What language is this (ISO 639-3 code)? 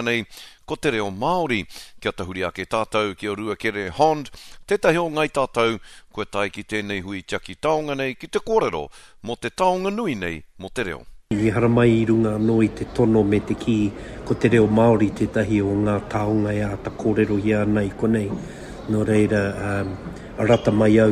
mri